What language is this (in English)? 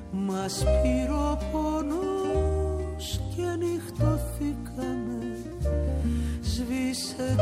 Greek